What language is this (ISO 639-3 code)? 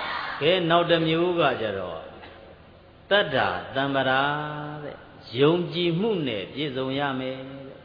mya